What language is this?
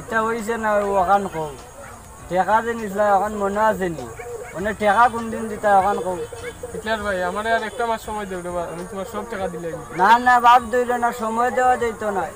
Sylheti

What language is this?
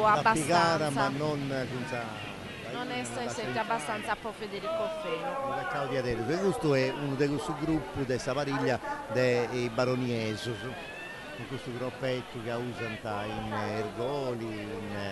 Sardinian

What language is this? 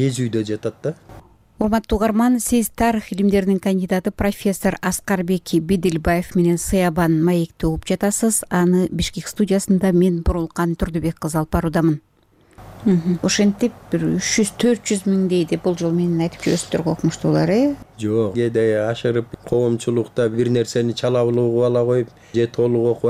Kyrgyz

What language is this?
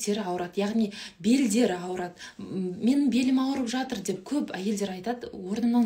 Kazakh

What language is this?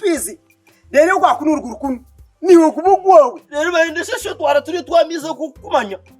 Nyankole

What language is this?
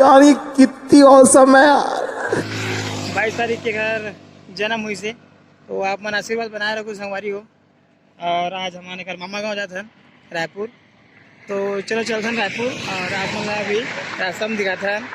Chhattisgarhi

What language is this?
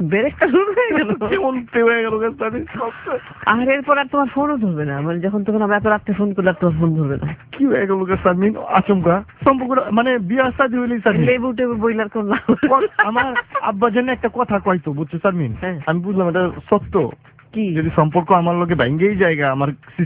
Bangla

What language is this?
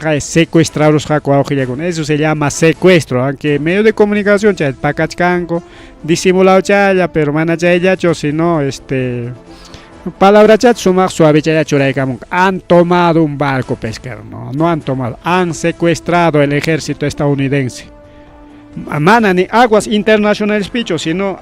Ayacucho Quechua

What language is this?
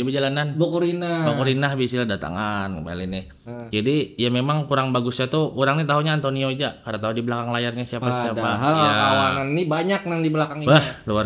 Banjar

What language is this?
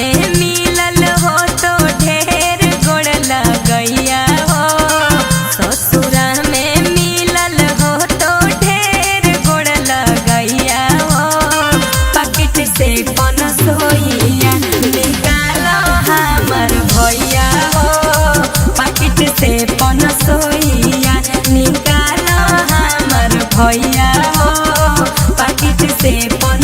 Magahi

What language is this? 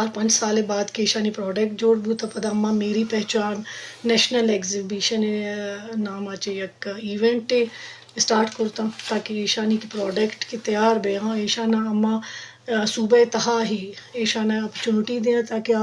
Eastern Balochi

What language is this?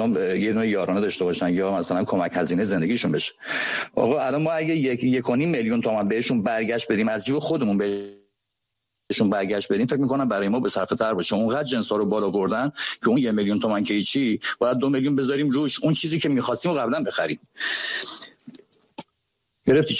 Persian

